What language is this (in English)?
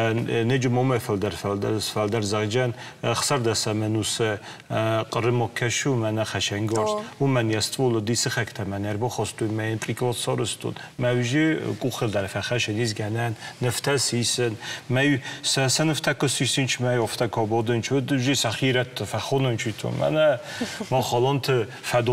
Ossetic